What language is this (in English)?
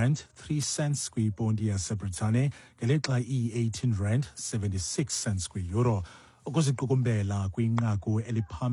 Xhosa